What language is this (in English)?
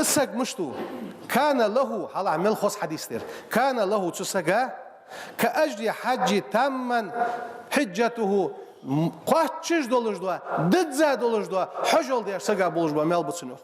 Ingush